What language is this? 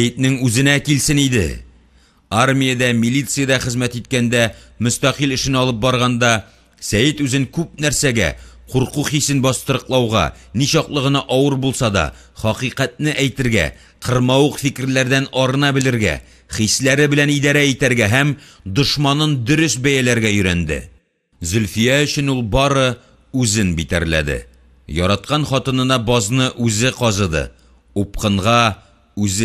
Tatar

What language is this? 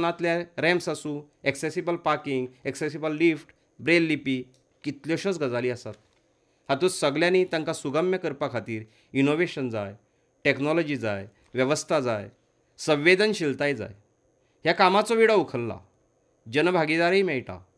Konkani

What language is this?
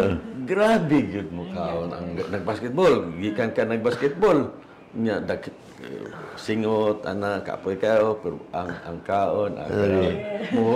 Cebuano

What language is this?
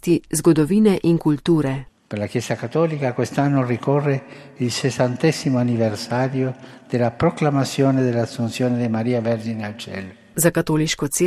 Slovenian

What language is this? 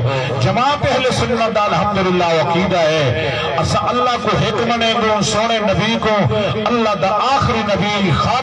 Saraiki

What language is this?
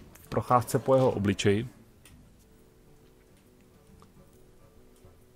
Czech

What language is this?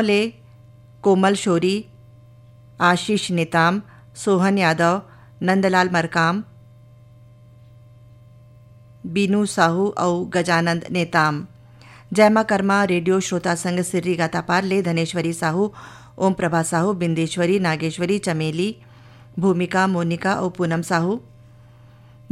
Chhattisgarhi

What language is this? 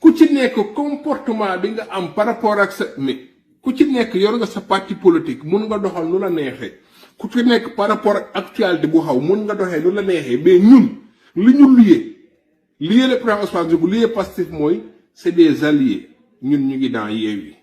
Wolof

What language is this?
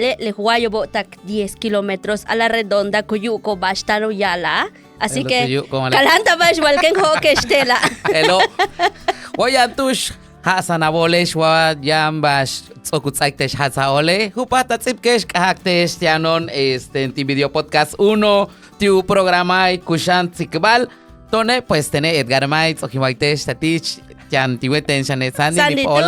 Yucateco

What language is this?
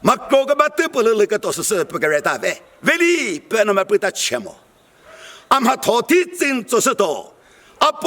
Chokri Naga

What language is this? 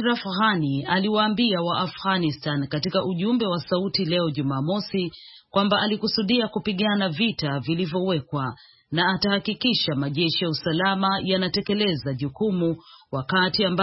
Swahili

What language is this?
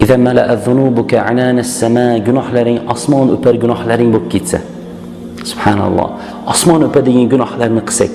Uzbek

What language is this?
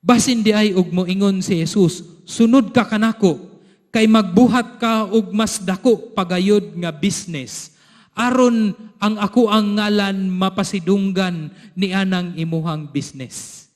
Cebuano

